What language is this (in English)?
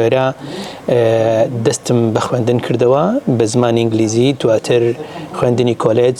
Central Kurdish